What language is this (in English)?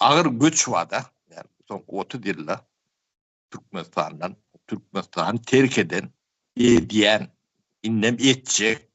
Turkmen